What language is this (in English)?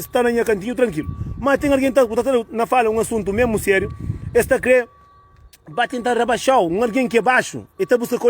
Kabuverdianu